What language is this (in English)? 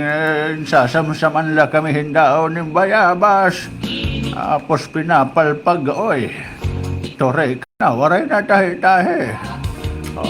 Waray